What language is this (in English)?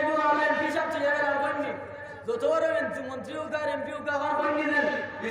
Sylheti